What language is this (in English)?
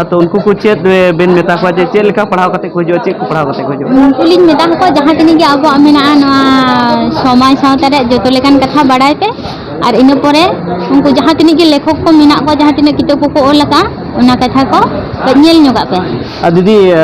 Santali